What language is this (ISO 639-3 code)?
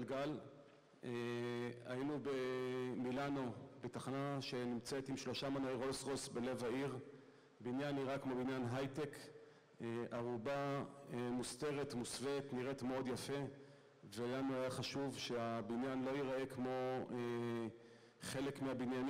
heb